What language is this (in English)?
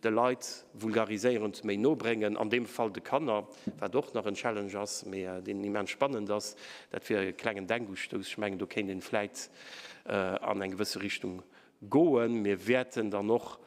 Luxembourgish